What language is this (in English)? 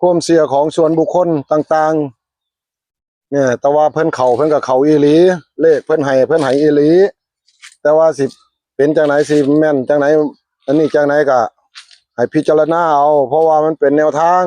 Northeastern Thai